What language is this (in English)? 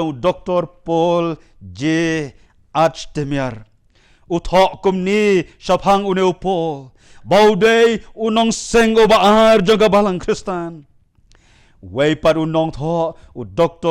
Khasi